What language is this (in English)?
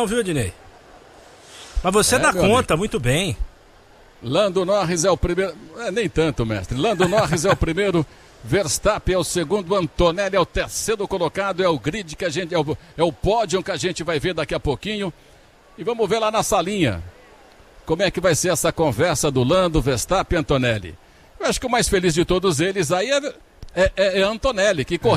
Portuguese